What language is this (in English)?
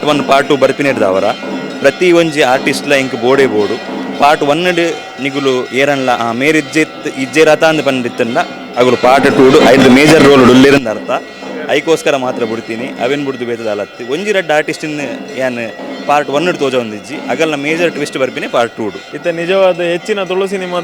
Tulu